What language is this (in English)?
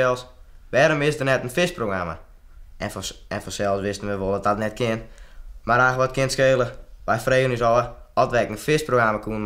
Western Frisian